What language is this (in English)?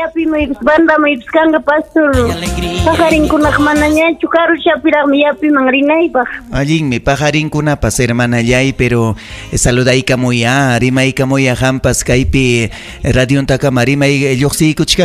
Ayacucho Quechua